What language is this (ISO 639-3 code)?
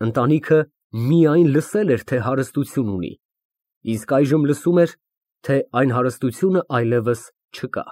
hye